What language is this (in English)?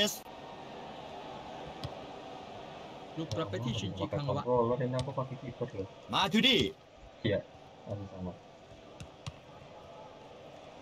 Indonesian